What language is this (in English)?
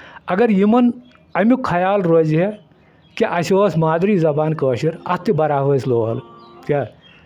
Kashmiri